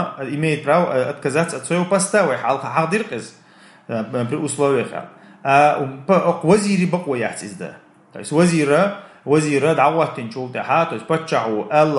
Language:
Chechen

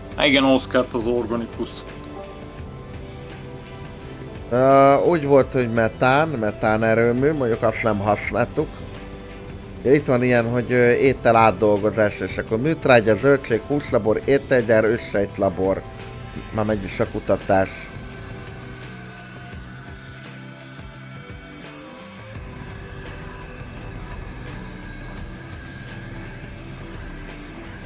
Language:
Hungarian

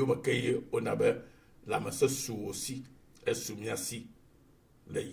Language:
Ewe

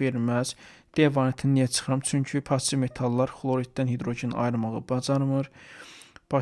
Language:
Azerbaijani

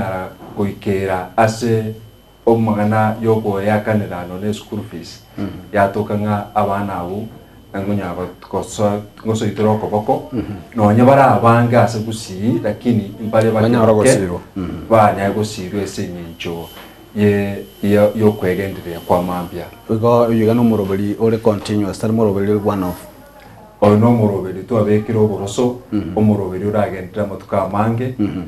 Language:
Gusii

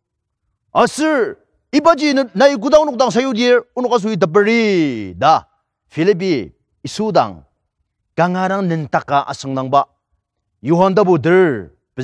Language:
Ao Naga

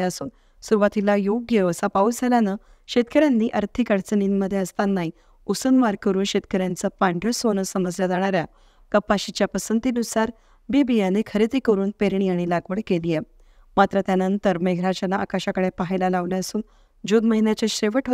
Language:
Marathi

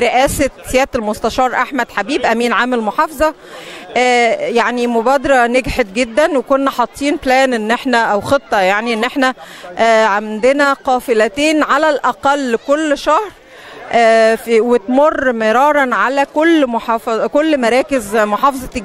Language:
Egyptian Arabic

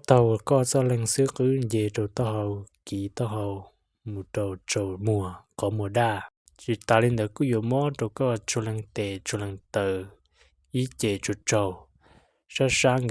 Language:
Hmong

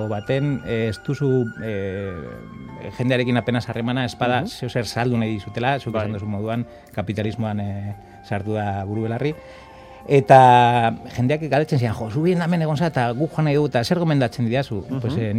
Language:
Basque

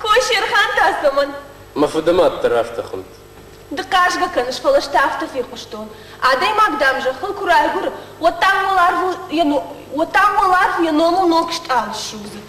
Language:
Ossetic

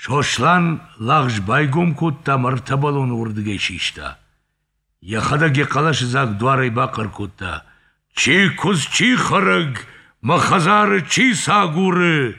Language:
Ossetic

